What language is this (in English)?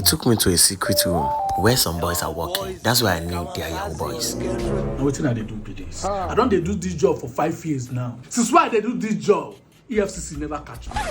Nigerian Pidgin